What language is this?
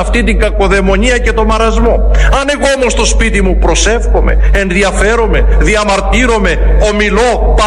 Greek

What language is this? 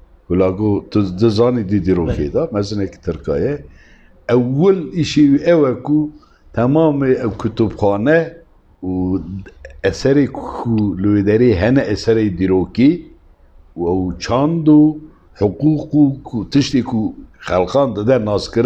Kurdish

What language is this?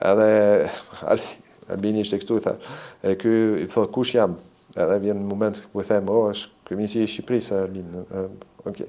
Albanian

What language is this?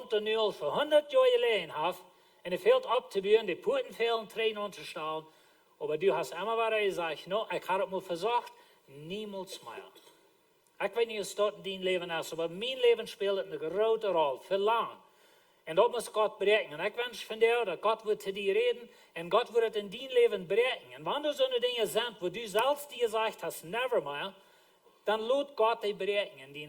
Plautdietsch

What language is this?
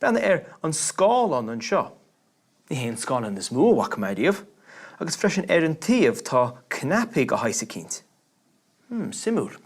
Irish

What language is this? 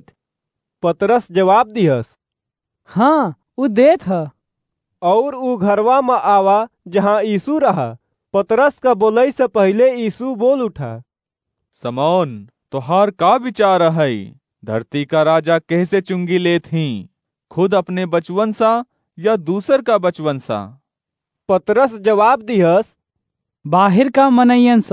Awadhi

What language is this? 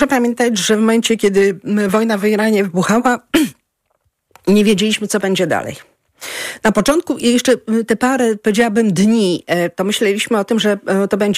Polish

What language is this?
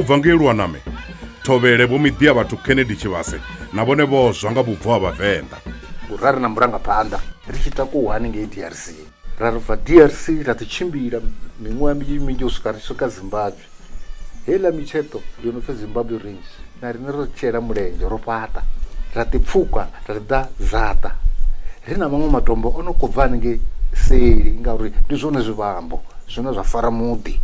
Venda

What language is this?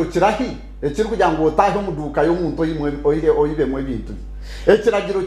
Nyankole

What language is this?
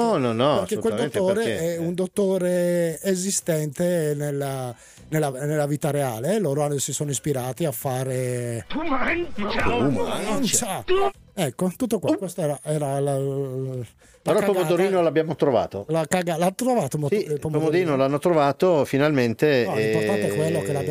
Italian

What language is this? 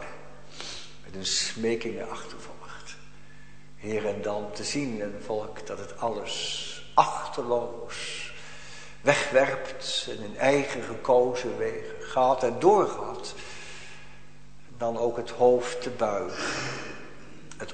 Dutch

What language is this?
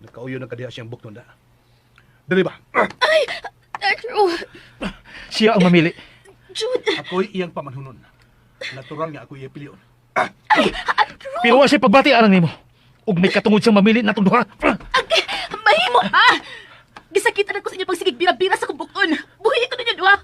Cebuano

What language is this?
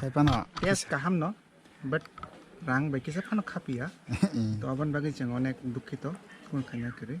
Kok Borok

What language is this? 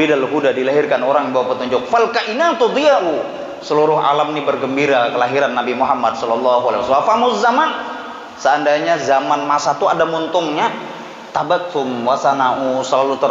Banjar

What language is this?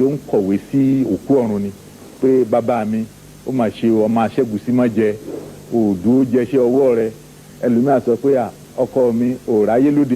Yoruba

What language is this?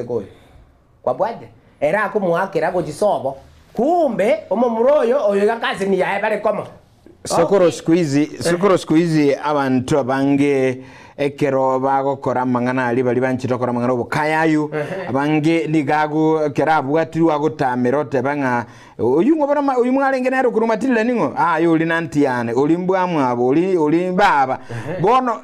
Gusii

